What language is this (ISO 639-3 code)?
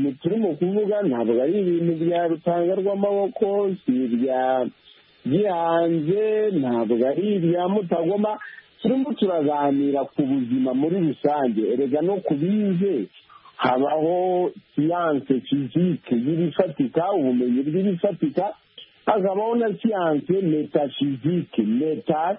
kin